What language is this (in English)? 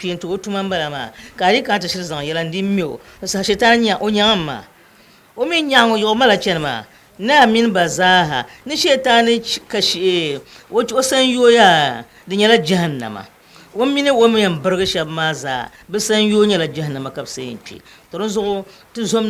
Dagbani